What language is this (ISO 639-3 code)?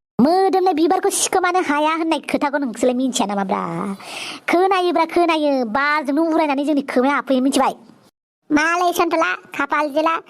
brx